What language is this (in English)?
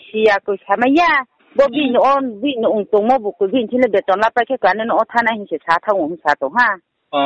Riang (India)